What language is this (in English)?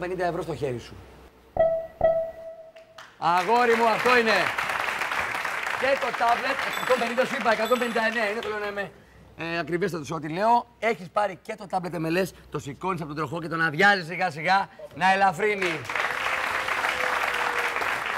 Greek